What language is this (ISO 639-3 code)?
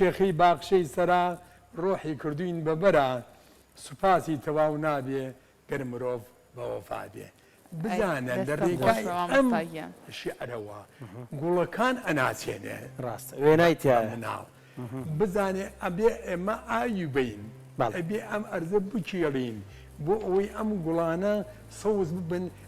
ckb